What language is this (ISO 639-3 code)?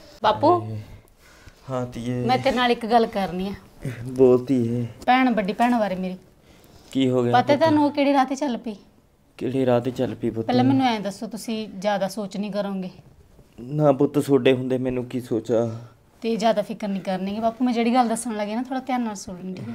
pan